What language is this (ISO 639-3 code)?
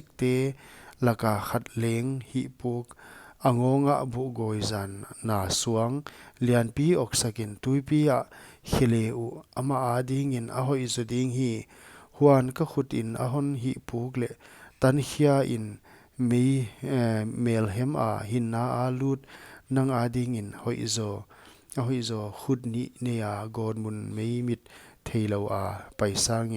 pck